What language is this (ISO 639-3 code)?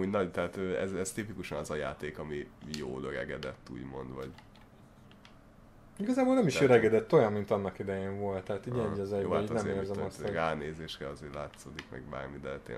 hun